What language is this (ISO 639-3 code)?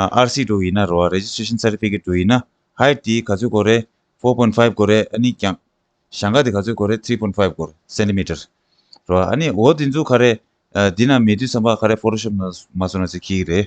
bod